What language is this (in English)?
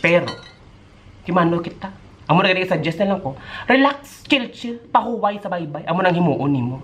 Hiligaynon